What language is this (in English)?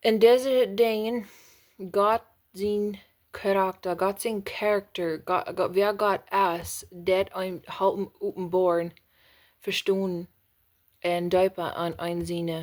Plautdietsch